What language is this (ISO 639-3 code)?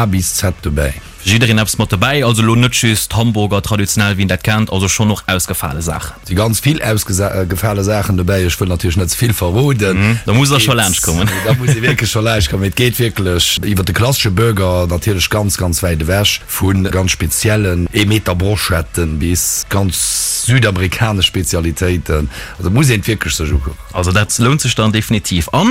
ltz